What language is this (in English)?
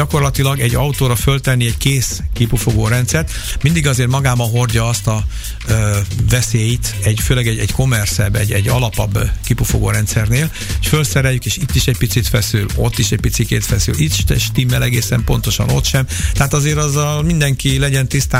Hungarian